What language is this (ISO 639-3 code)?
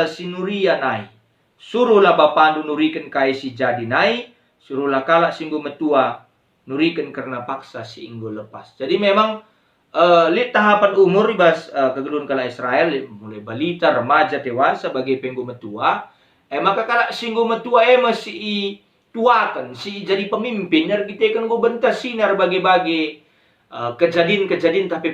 btx